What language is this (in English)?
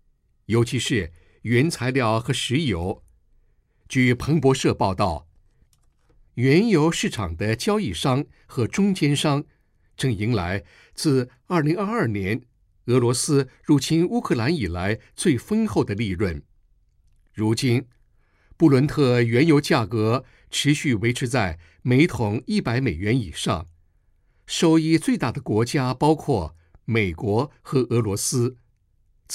Chinese